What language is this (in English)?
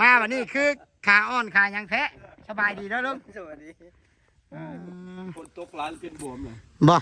Northeastern Thai